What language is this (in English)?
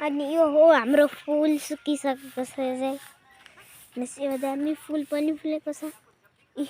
Nepali